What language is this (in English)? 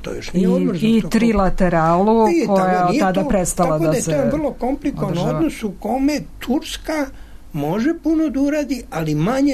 Serbian